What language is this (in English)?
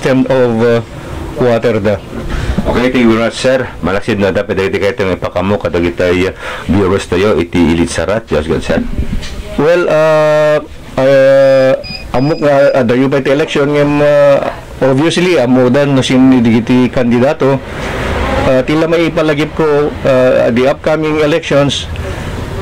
Iloko